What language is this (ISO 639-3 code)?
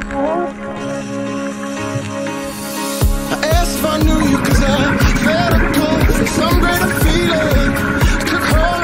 eng